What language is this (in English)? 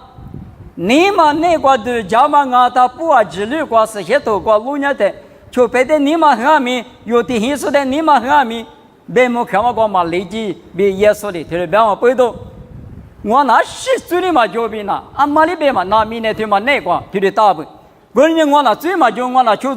Lisu